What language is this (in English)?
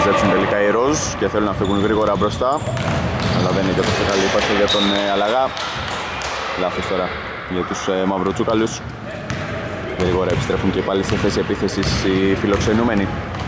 Greek